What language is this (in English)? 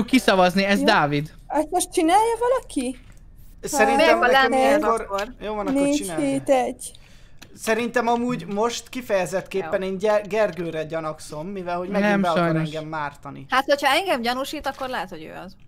Hungarian